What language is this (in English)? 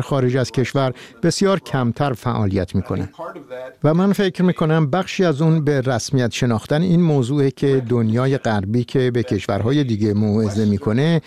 Persian